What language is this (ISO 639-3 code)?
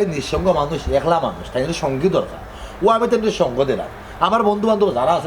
syl